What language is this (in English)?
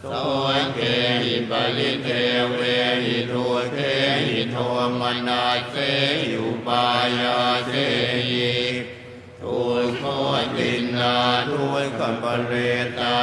Pali